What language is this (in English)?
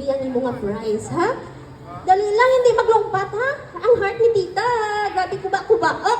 Hiligaynon